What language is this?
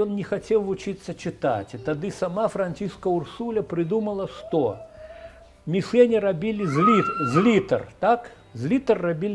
Belarusian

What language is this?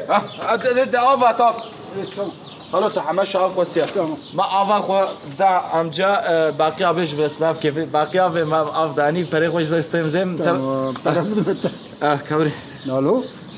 Kurdish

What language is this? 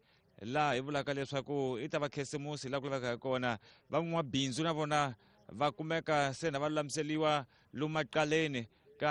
Tsonga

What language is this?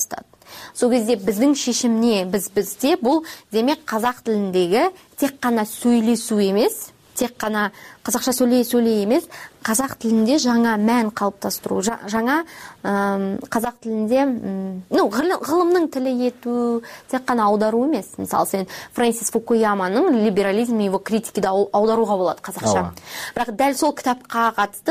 Kyrgyz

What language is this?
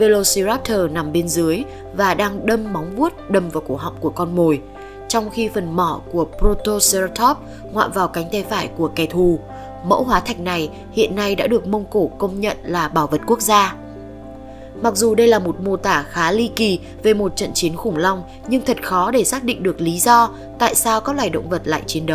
Vietnamese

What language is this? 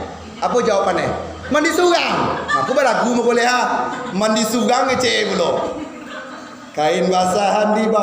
Minangkabau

